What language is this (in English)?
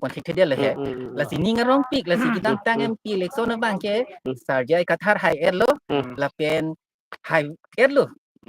Karbi